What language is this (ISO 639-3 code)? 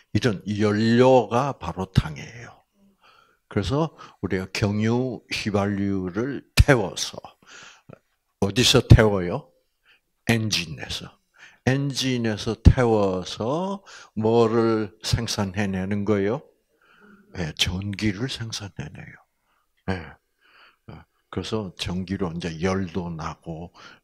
kor